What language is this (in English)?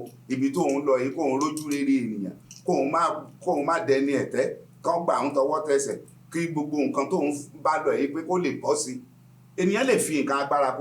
Yoruba